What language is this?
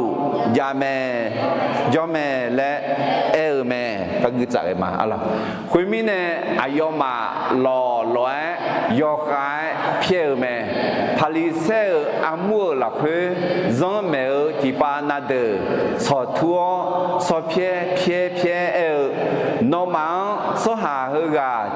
Akha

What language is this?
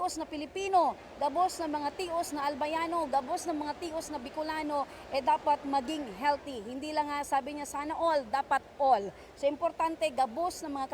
Bikol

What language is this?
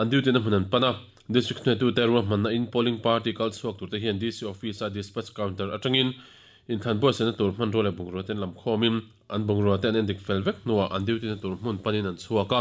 Mizo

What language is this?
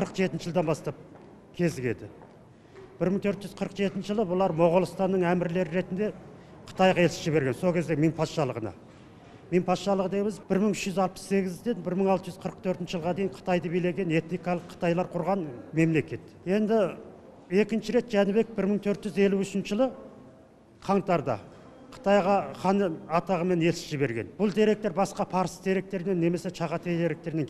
Kazakh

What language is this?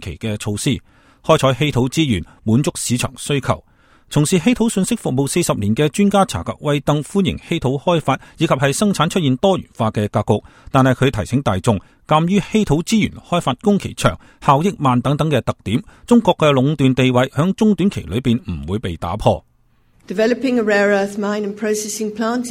Cantonese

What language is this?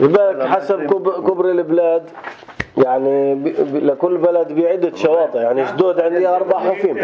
North Levantine Arabic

